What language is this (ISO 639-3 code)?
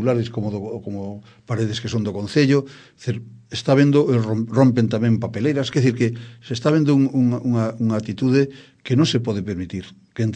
glg